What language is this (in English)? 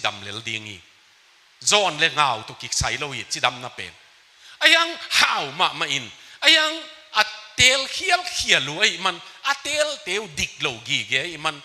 Tedim Chin